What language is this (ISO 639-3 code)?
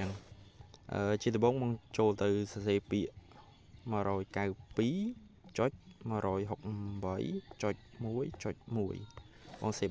khm